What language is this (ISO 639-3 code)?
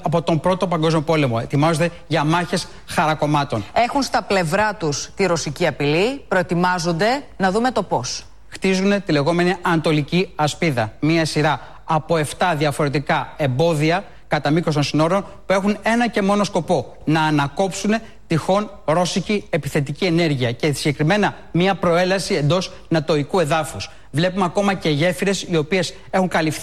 ell